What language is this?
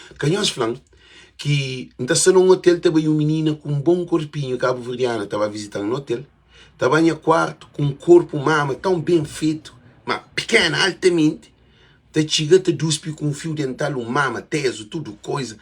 Kabuverdianu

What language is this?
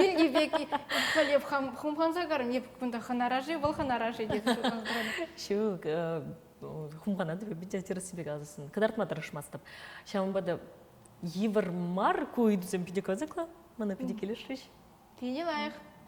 Chuvash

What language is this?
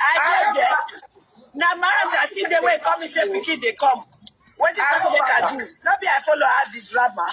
Nigerian Pidgin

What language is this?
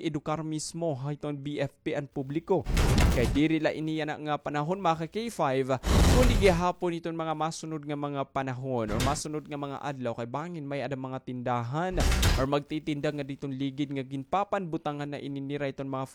Waray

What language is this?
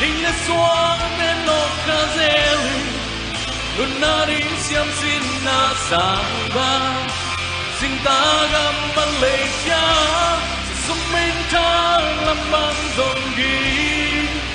Tedim Chin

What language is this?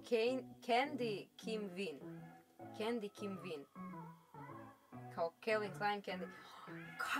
Croatian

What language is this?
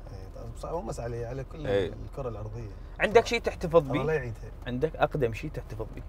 Mesopotamian Arabic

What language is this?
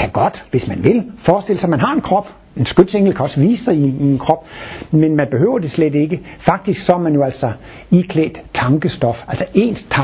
Danish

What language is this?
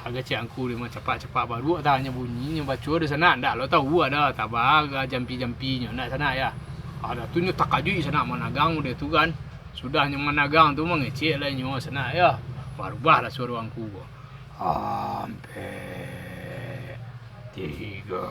Minangkabau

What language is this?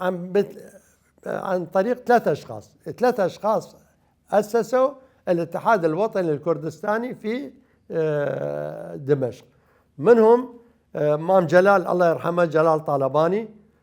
Mesopotamian Arabic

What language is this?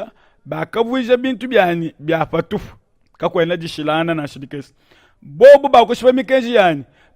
Luba-Lulua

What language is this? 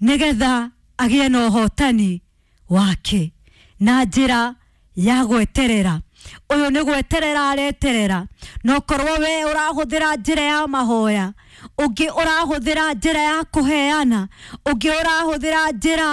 Kikuyu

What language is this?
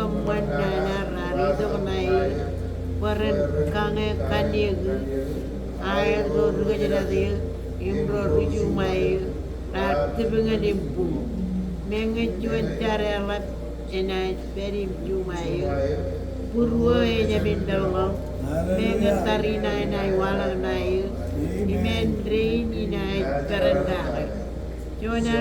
Marshallese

